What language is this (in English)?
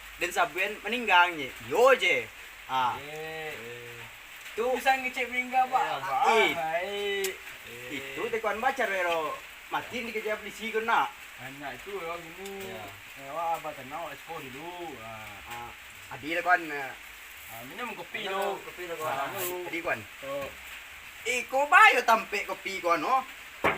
Minangkabau